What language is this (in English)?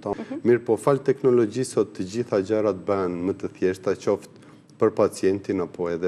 Albanian